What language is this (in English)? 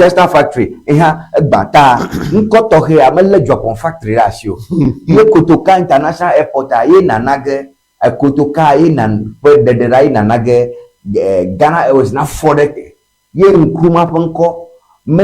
Ewe